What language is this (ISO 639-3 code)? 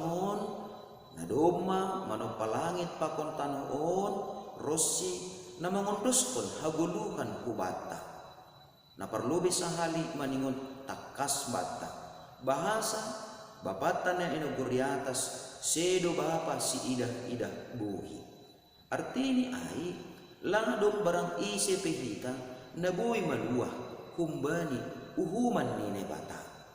bts